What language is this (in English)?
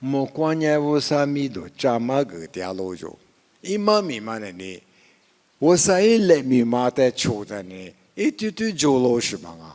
Lisu